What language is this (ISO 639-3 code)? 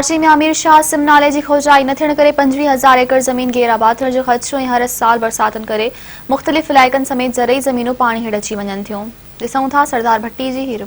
snd